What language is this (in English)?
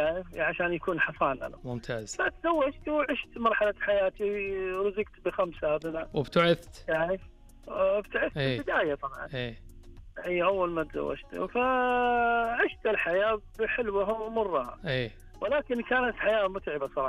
Najdi Arabic